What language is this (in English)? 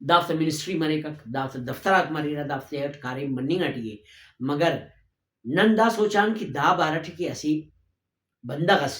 Brahui